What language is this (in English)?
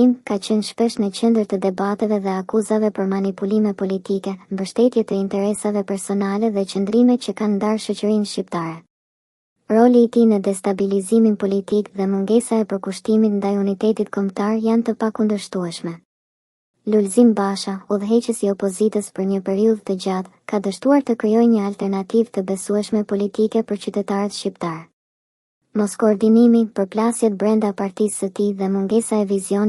Albanian